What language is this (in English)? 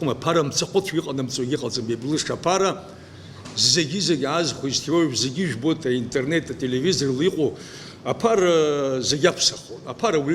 Abkhazian